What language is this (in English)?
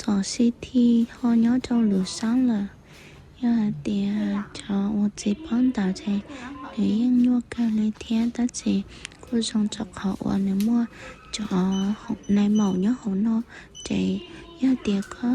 Hmong